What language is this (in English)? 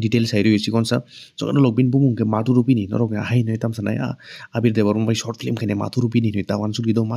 Kok Borok